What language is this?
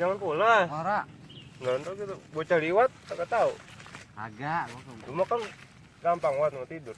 Betawi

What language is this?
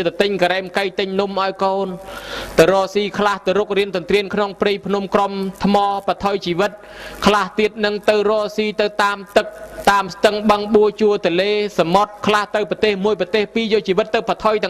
Khmer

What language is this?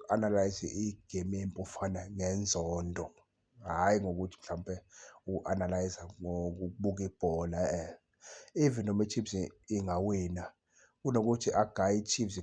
Zulu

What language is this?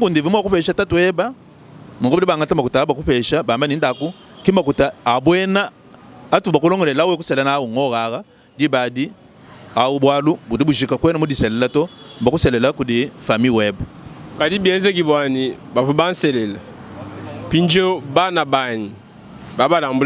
Luba-Lulua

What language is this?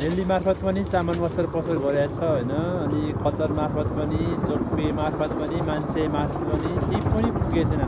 Nepali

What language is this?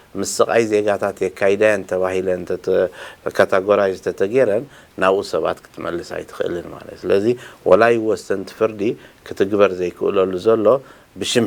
Tigrinya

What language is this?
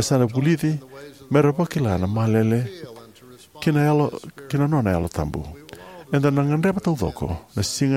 Fijian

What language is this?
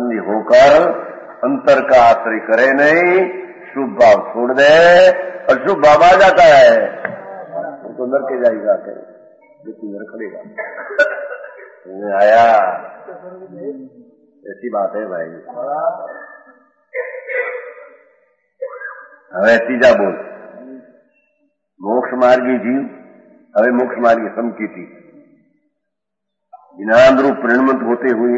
Hindi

